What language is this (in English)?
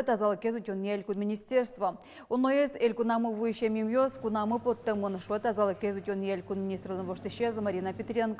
Udmurt